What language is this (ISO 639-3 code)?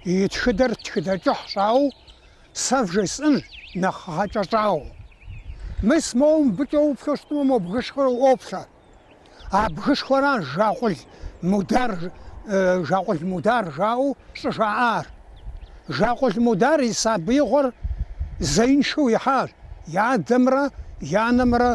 kbd